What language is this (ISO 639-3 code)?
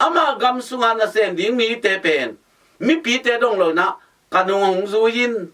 ctd